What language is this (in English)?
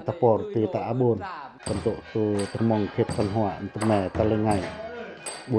Pacoh